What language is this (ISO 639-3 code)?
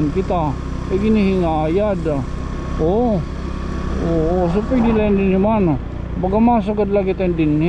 war